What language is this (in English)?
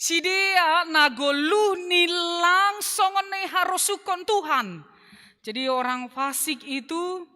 Batak Simalungun